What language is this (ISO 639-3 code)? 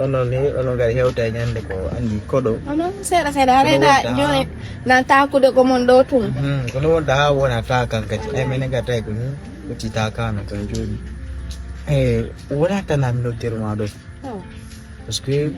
ful